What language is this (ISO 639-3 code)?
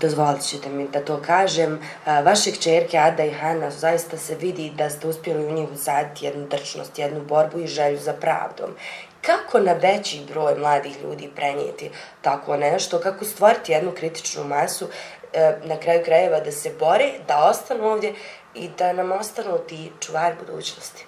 bos